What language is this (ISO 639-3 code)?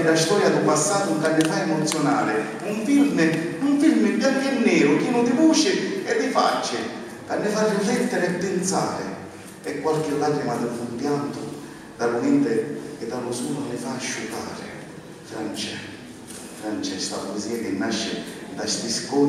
scn